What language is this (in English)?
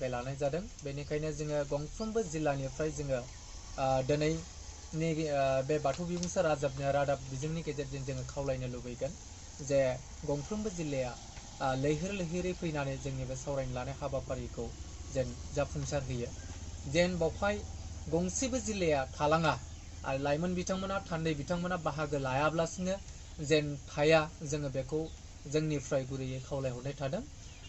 Bodo